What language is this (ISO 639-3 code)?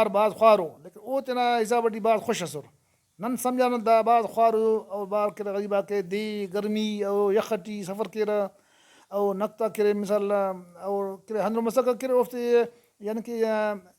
brh